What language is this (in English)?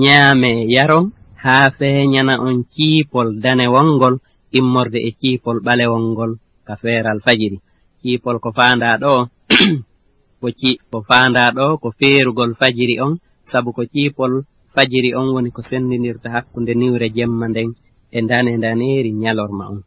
Fula